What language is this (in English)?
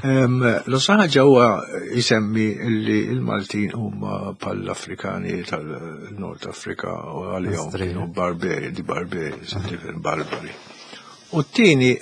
Maltese